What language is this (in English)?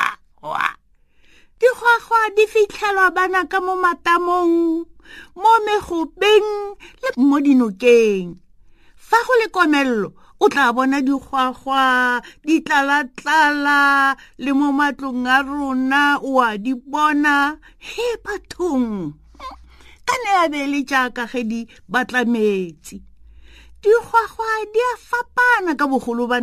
Tswana